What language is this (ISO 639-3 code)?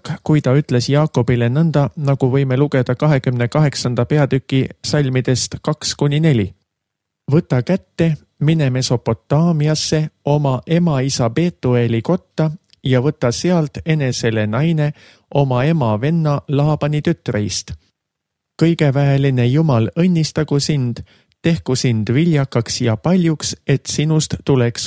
est